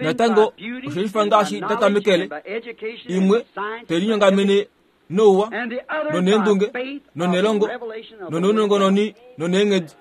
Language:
Kuanyama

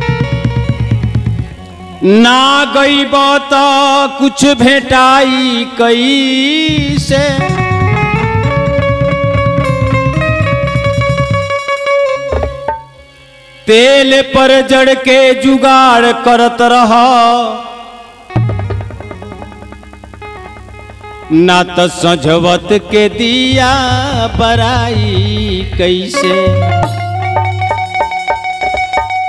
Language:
Bhojpuri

